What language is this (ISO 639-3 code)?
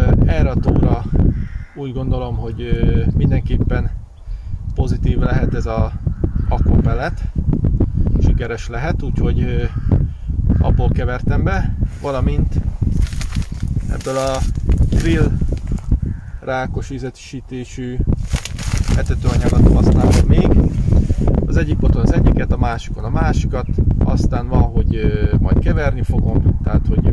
hun